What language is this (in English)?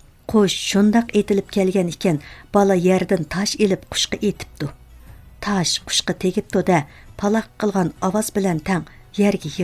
Uyghur